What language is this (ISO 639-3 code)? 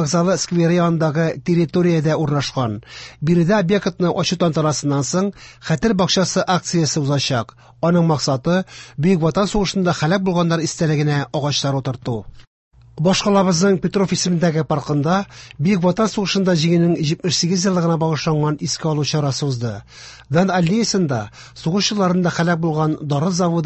tat